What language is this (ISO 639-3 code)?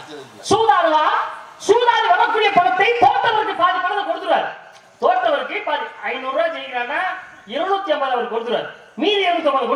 tam